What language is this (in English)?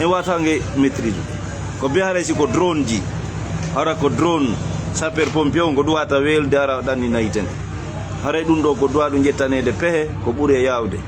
Fula